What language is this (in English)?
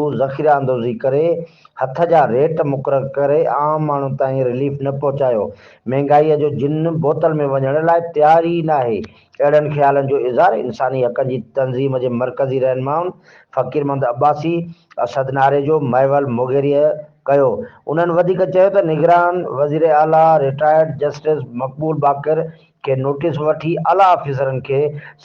Sindhi